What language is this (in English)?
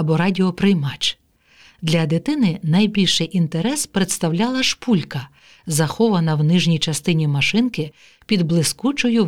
Ukrainian